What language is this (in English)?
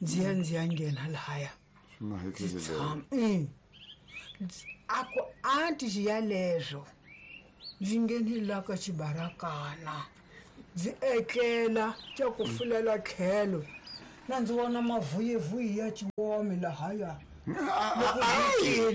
Tsonga